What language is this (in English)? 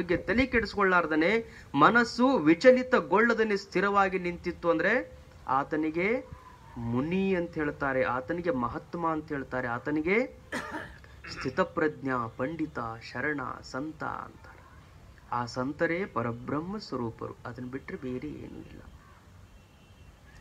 Kannada